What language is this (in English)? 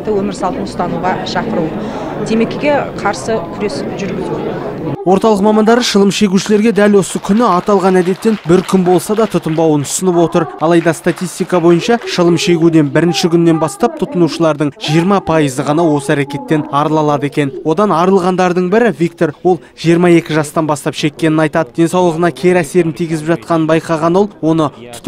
Kazakh